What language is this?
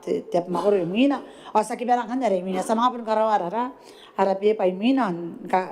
Gilbertese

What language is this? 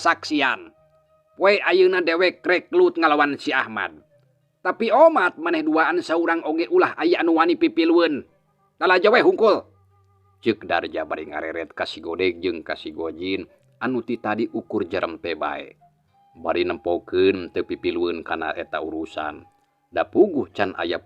Sundanese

